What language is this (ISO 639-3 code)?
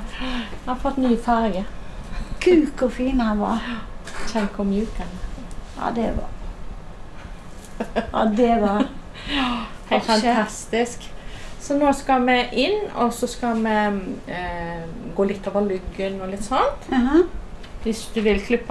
nor